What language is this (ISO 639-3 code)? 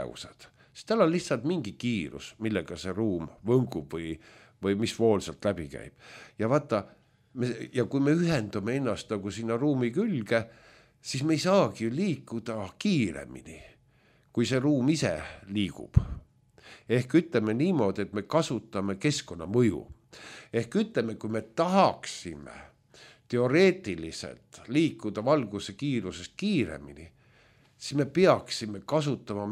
est